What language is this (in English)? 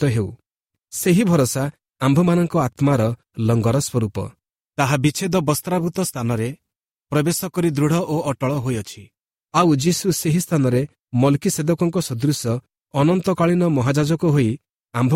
Odia